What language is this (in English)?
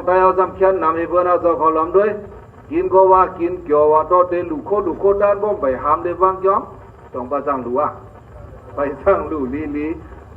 Shan